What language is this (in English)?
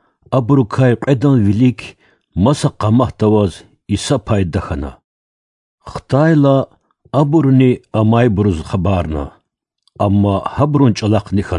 Lezghian